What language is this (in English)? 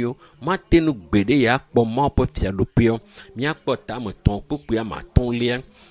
Ewe